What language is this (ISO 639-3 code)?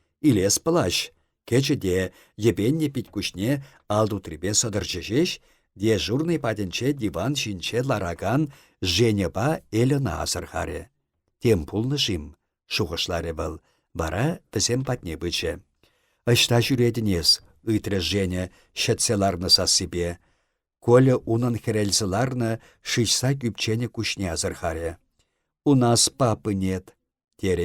chv